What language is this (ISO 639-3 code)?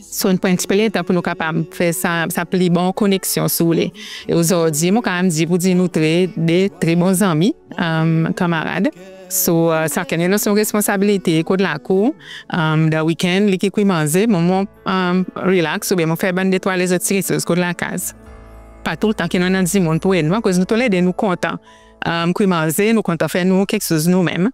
crs